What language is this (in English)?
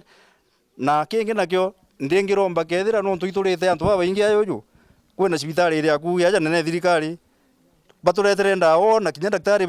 Meru